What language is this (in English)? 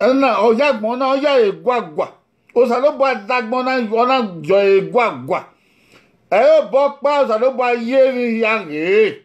Bini